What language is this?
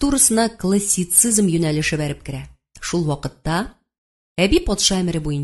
Tatar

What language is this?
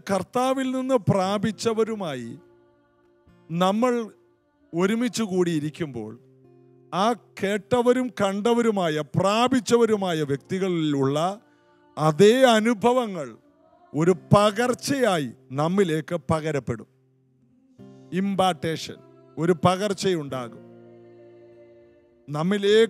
Malayalam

